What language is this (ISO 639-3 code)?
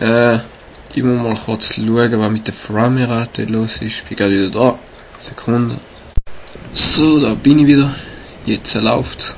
gsw